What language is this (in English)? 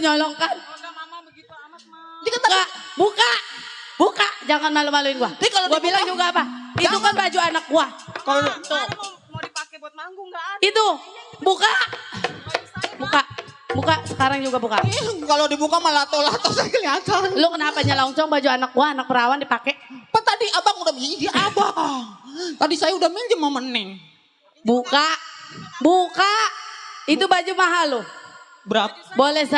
Betawi